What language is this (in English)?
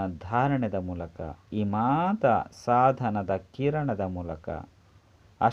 Tulu